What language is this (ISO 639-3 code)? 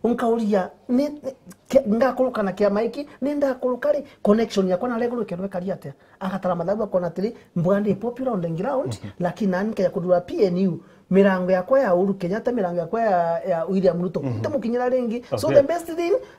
mer